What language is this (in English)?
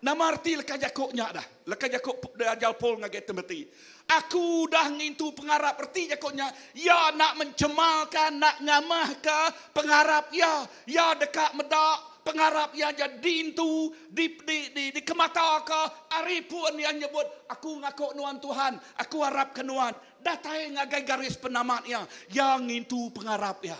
Iban